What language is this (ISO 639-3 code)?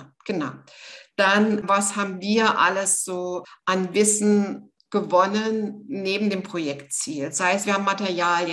deu